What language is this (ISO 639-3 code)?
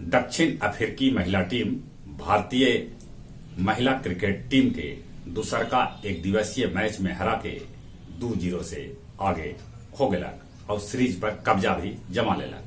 mag